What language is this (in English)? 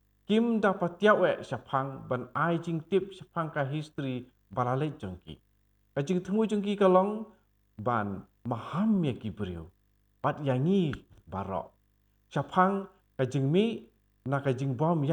Khasi